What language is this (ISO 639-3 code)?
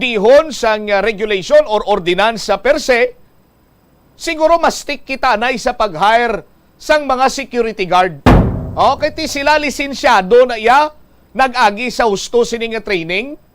hil